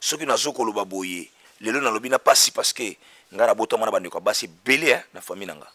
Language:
Lingala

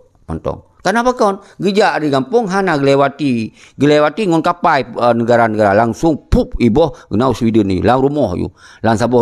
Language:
Achinese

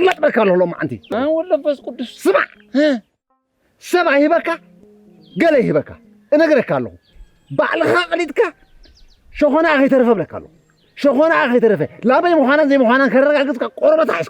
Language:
Tigrinya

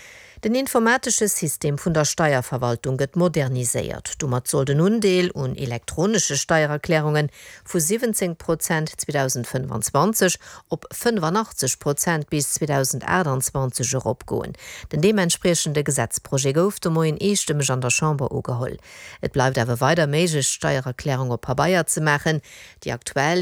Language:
Luxembourgish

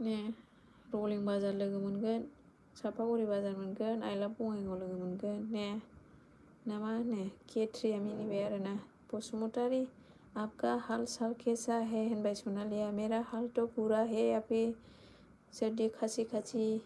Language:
Bodo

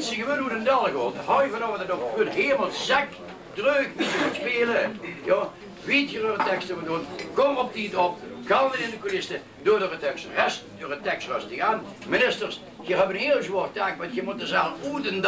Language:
Limburgish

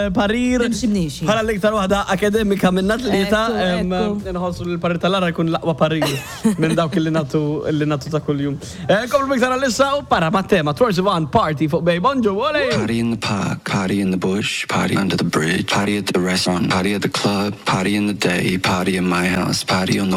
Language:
Maltese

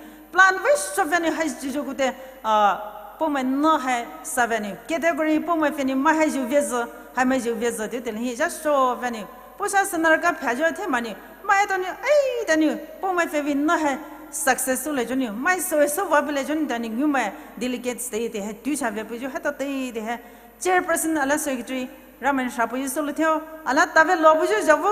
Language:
Poumei Naga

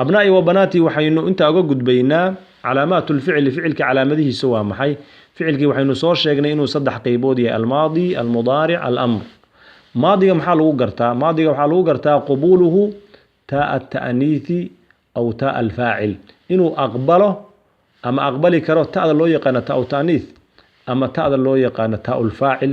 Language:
Somali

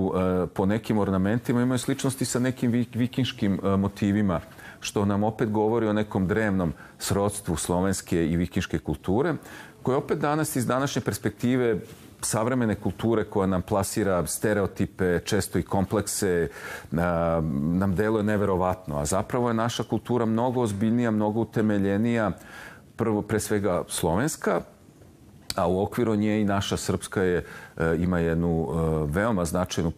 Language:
Serbian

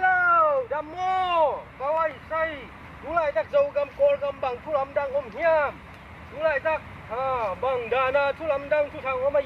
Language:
Tedim Chin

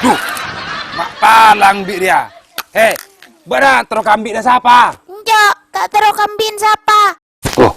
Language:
Madurese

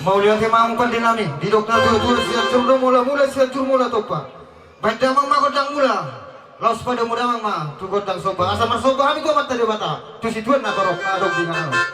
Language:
Batak Toba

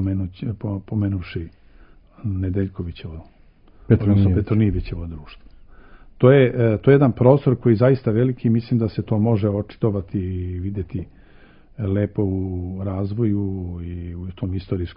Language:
Serbian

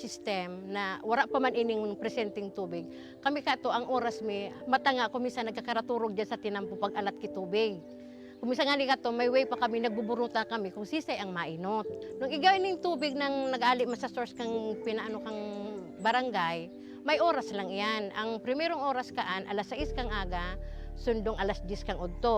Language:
Bikol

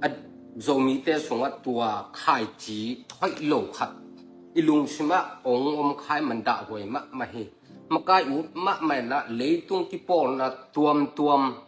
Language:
Tedim Chin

